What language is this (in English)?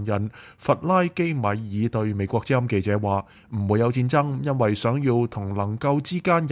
Cantonese